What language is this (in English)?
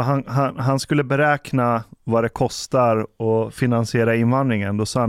Swedish